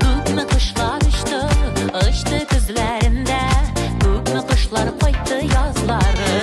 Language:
Bashkir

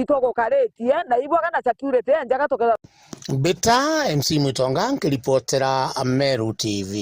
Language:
Meru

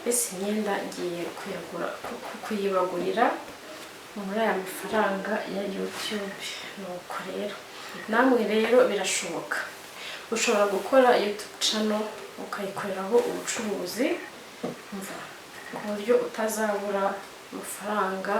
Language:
Kinyarwanda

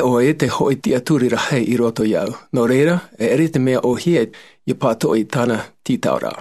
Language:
Tahitian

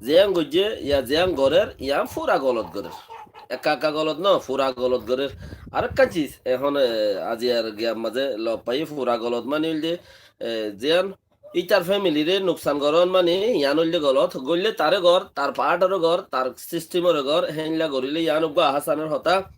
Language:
Rohingya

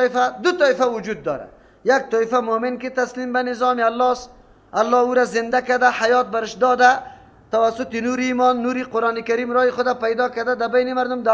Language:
Persian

